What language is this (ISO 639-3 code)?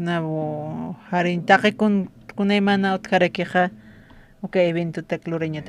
aym